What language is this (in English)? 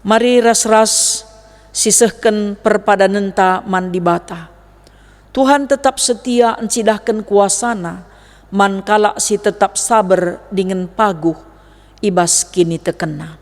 Batak Karo